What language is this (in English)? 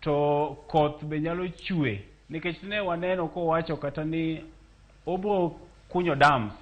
Luo (Kenya and Tanzania)